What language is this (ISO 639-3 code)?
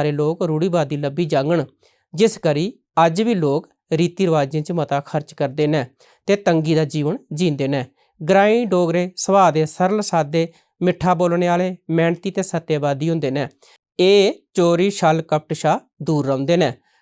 doi